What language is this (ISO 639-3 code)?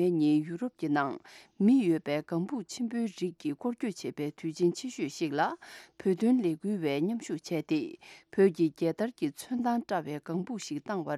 bod